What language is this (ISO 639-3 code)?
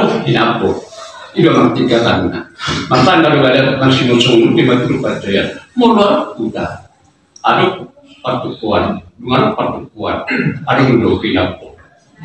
bbc